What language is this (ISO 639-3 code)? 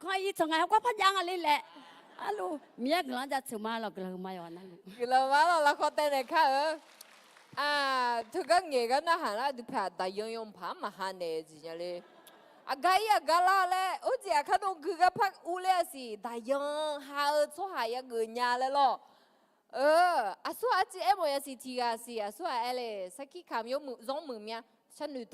ahk